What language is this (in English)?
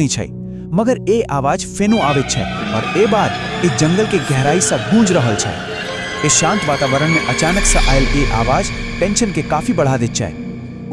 Maithili